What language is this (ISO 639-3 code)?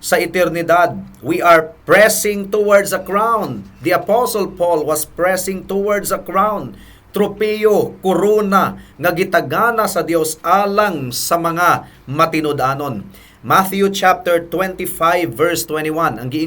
ceb